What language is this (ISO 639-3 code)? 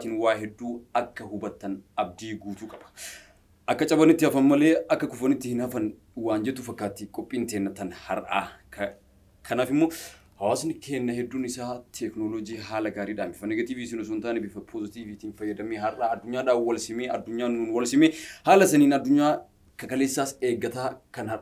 orm